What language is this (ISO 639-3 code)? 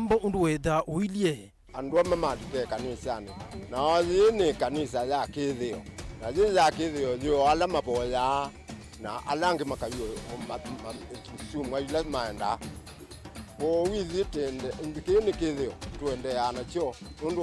kam